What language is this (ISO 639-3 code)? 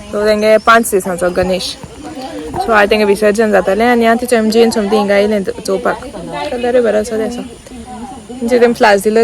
kok